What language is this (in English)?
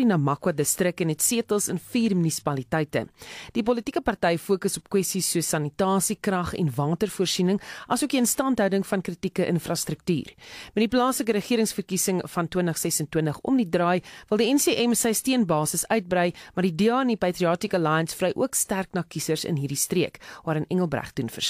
Afrikaans